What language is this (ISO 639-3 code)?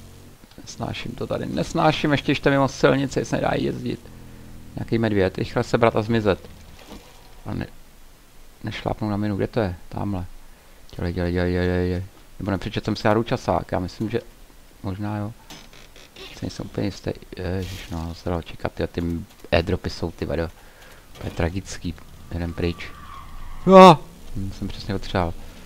ces